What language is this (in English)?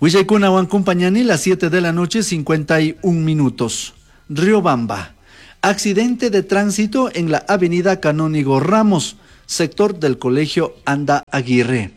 Chimborazo Highland Quichua